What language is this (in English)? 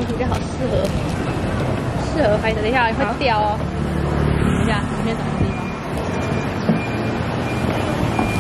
Chinese